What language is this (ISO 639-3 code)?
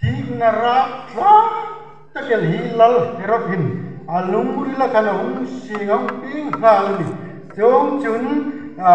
hmr